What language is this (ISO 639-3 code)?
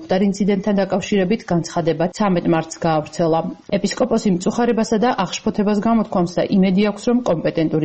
kat